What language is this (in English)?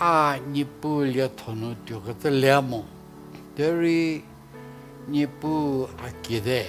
Angami Naga